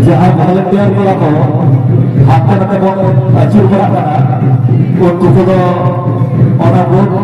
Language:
Santali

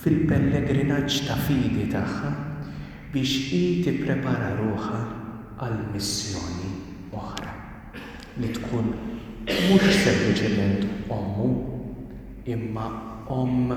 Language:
Maltese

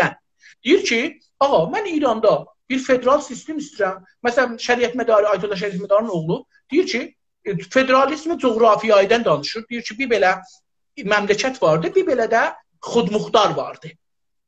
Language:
South Azerbaijani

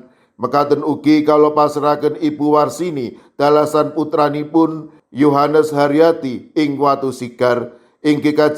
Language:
Javanese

